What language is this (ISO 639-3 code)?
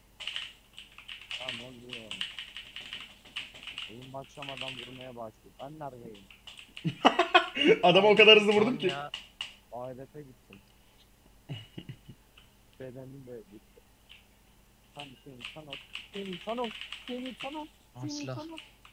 tur